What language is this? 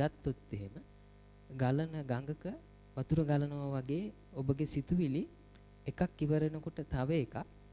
Sinhala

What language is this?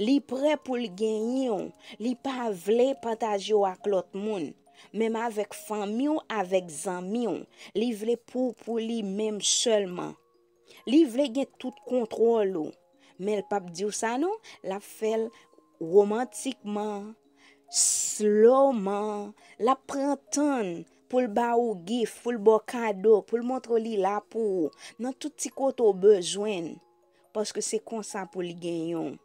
Haitian Creole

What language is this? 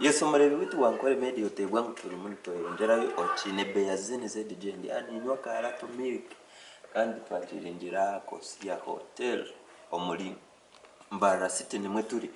Nyankole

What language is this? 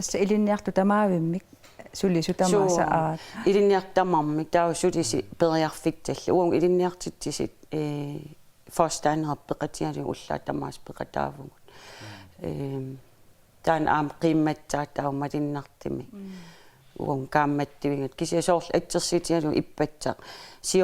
Kalaallisut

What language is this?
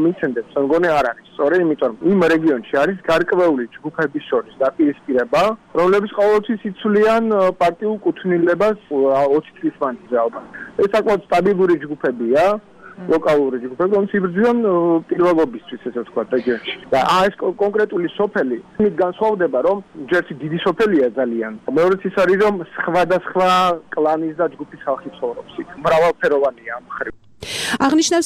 Georgian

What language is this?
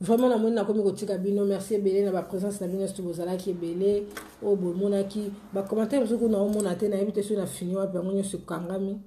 Lingala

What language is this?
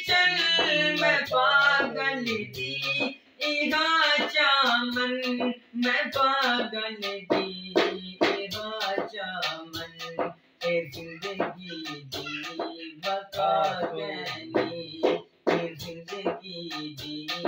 Saraiki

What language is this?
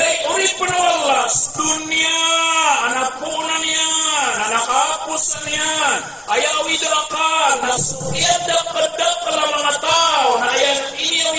Maranao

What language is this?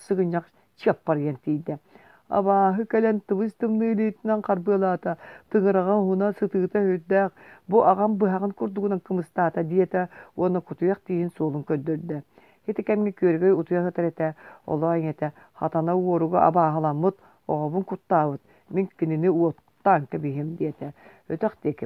Yakut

